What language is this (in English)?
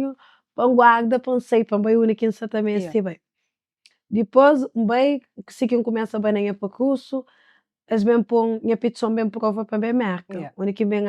Kabuverdianu